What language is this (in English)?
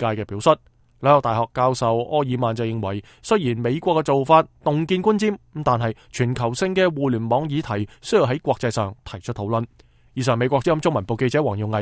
Cantonese